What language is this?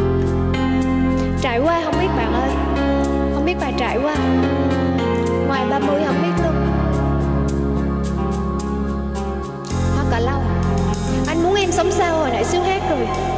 Vietnamese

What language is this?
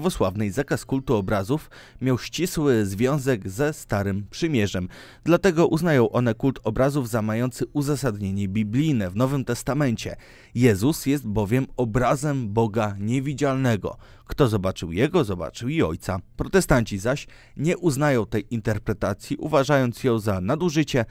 Polish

